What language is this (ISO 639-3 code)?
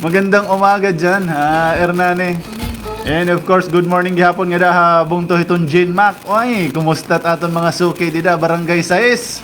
war